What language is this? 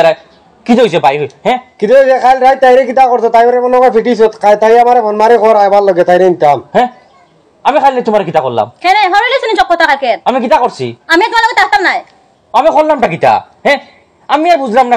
Sylheti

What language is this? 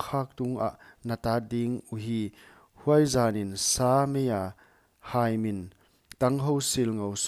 Paite Chin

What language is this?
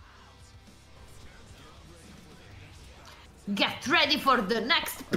Italian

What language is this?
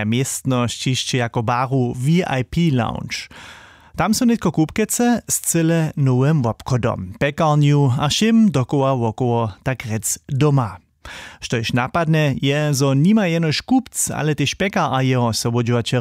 Upper Sorbian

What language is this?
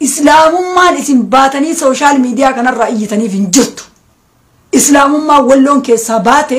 Oromo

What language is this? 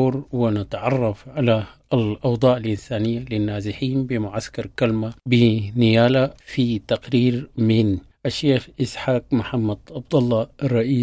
Sudanese Arabic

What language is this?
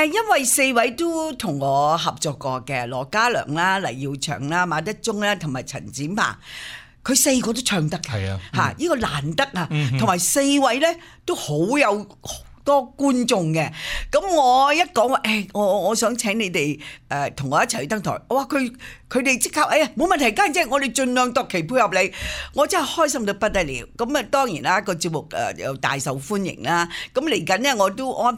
Cantonese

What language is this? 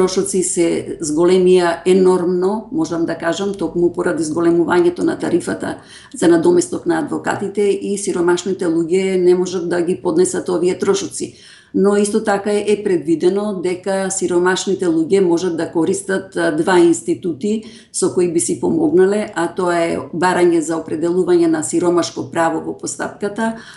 Macedonian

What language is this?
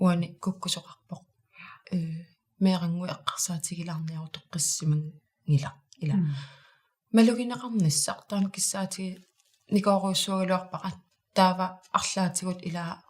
Kalaallisut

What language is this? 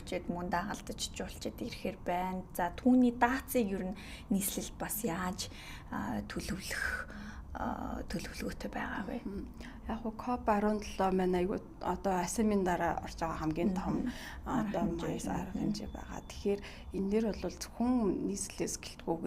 Mongolian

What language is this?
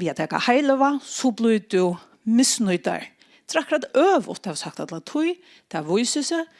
Faroese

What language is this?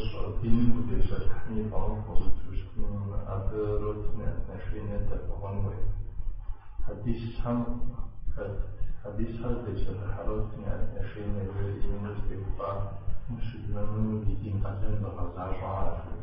Kabardian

